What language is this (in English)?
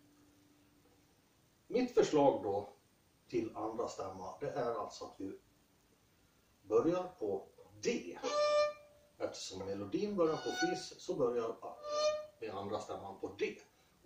Swedish